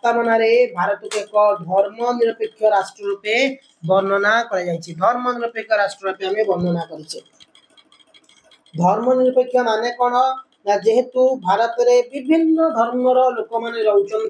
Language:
Odia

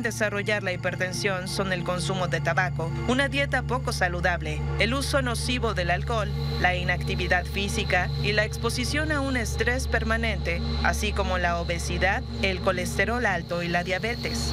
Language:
Spanish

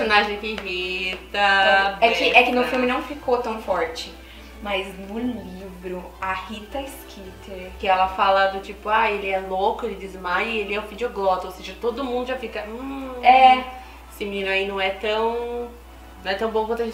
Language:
Portuguese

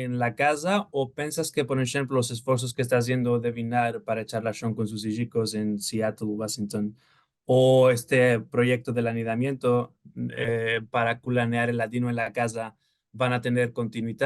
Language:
Ladino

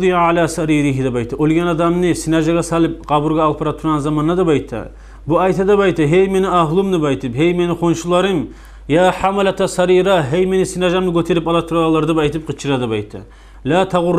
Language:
Kumyk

